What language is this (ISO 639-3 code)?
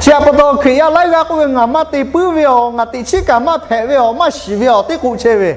lhu